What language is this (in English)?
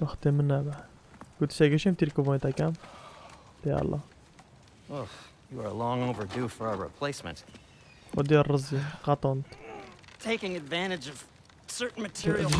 Kurdish